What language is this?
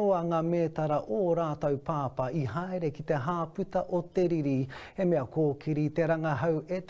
Māori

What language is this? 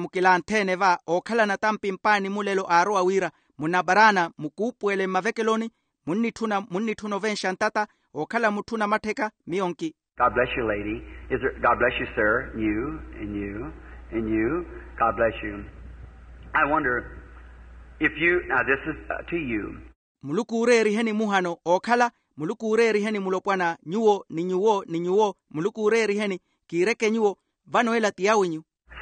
Makhuwa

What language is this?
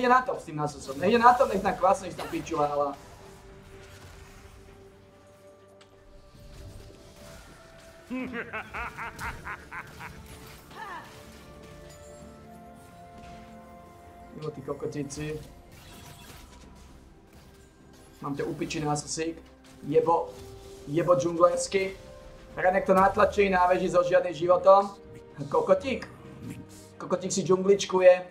Slovak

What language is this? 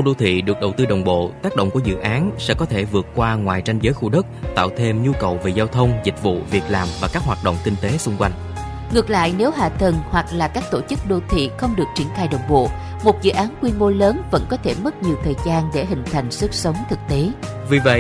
Vietnamese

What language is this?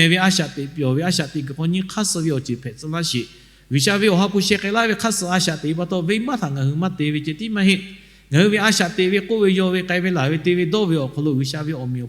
Lahu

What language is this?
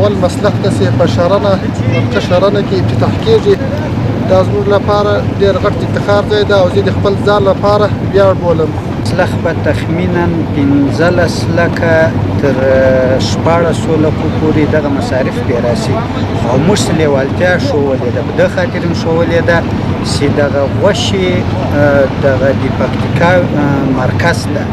Pashto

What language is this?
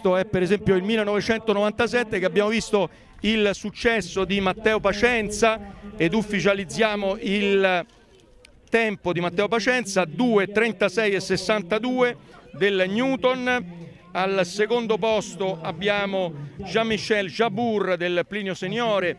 Italian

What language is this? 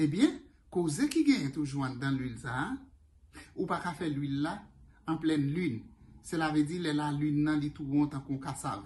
Haitian Creole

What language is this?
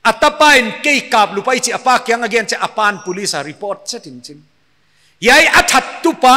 Paite Chin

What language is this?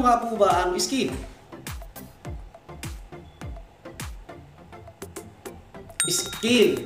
Filipino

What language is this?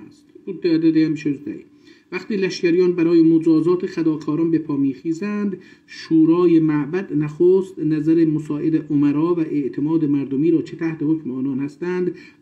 South Azerbaijani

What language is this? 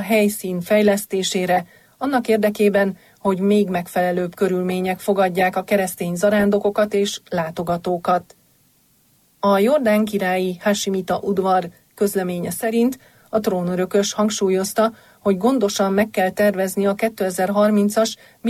Hungarian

